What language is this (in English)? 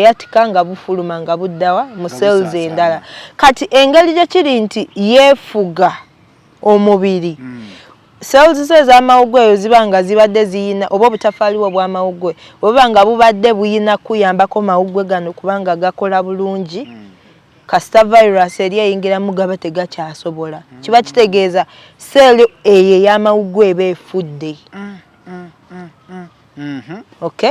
Ganda